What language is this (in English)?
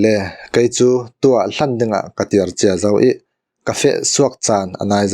Falam Chin